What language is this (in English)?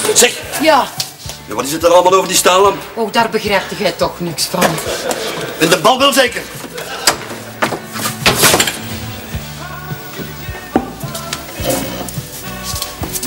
Dutch